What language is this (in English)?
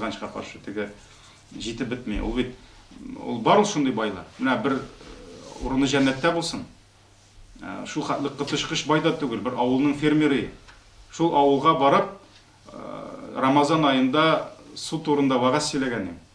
Tatar